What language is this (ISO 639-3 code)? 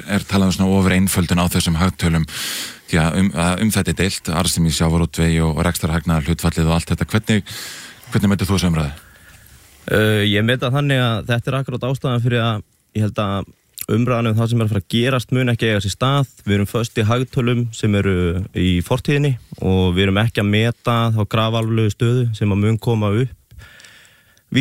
isl